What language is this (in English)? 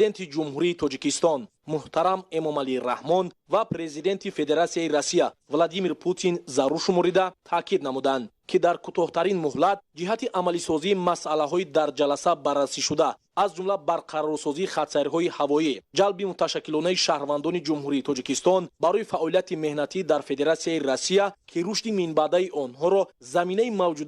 Tajik